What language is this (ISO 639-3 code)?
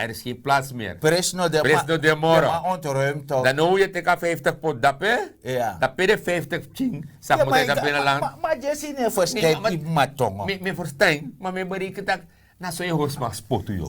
srn